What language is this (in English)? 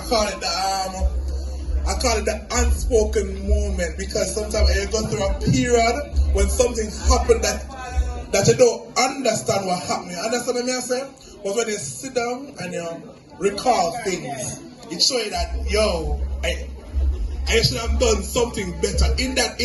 Jamaican Creole English